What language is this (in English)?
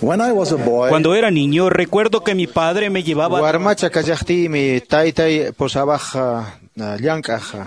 Quechua